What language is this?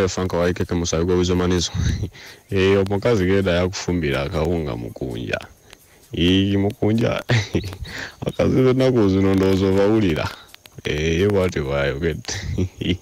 Ganda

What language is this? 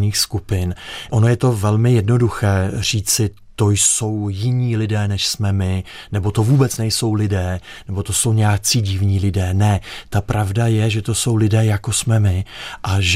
Czech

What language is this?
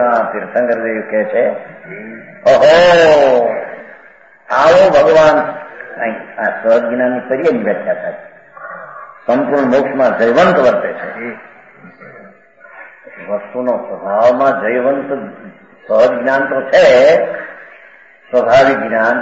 Gujarati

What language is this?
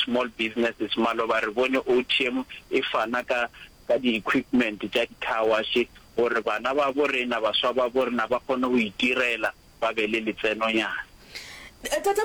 Northern Sotho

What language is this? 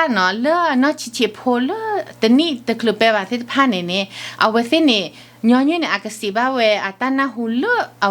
S'gaw Karen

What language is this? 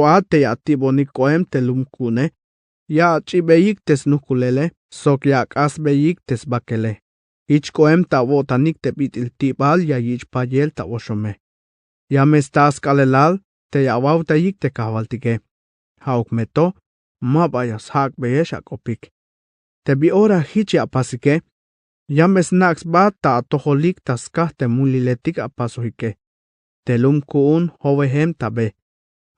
Tzeltal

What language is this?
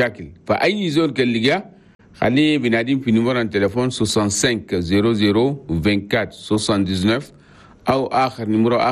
Chadian Arabic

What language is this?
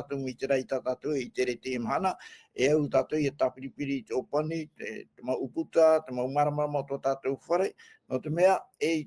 Tahitian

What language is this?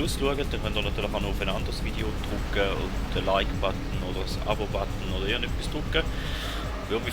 Swiss German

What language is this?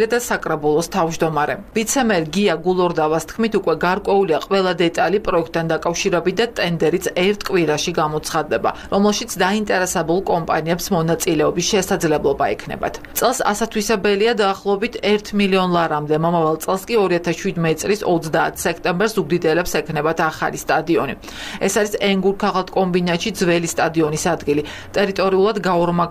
Georgian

